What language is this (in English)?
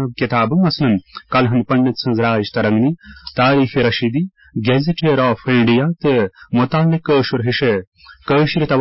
Kashmiri